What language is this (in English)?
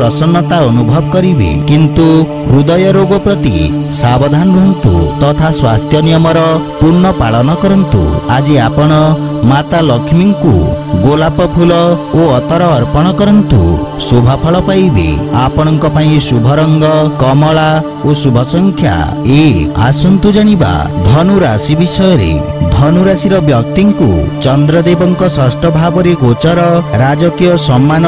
Odia